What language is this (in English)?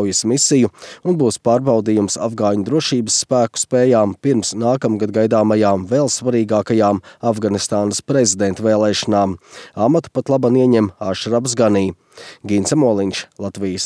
Latvian